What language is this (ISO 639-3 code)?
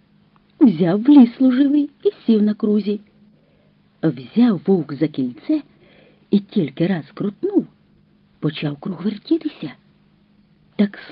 ukr